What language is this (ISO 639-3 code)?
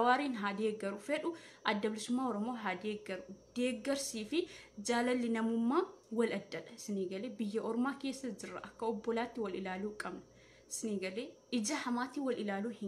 orm